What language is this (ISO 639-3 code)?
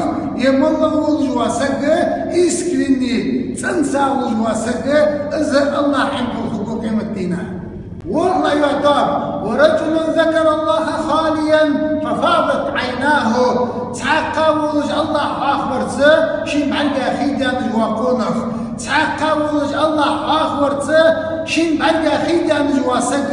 che